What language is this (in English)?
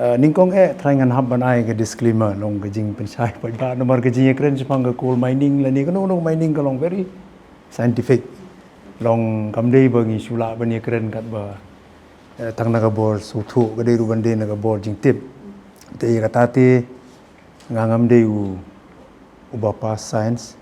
Khasi